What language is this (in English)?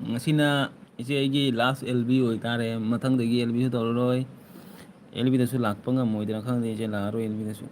Manipuri